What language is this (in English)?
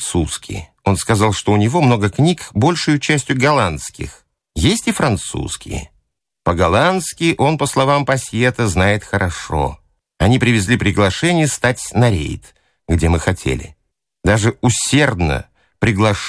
Russian